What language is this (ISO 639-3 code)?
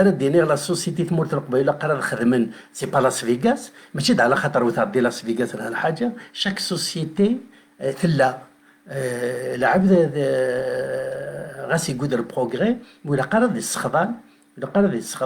kab